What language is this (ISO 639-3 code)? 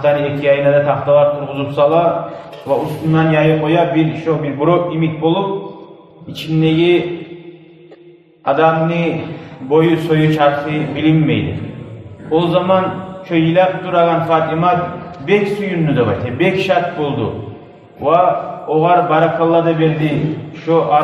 kum